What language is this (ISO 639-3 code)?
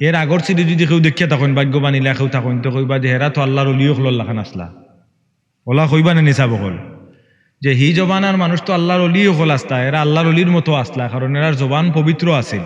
syl